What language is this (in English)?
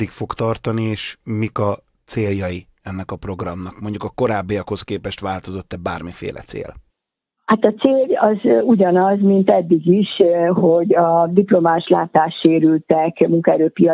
Hungarian